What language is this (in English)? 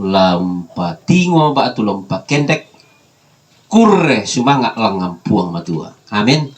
Toraja-Sa'dan